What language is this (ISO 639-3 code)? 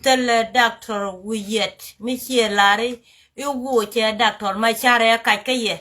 nus